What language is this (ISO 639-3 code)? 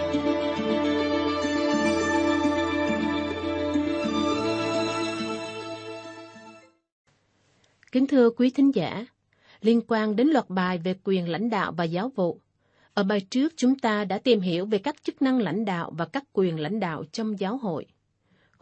vie